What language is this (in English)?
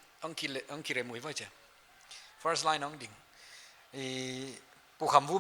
Paite Chin